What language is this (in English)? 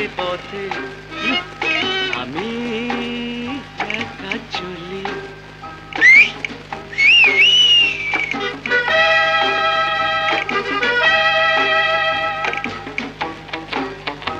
Bangla